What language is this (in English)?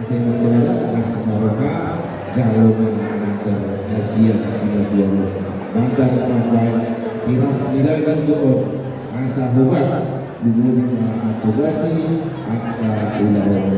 Batak Toba